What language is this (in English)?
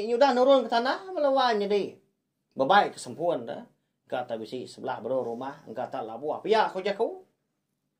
Iban